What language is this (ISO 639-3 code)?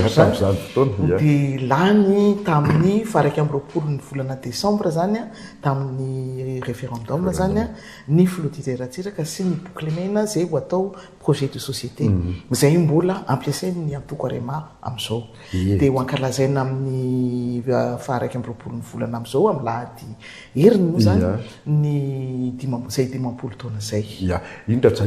mlg